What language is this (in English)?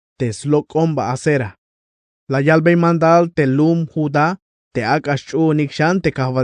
Tzeltal